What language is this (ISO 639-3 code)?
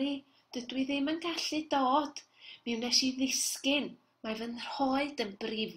cym